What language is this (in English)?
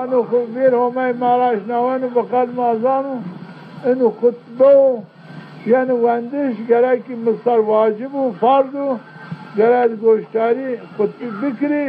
Zaza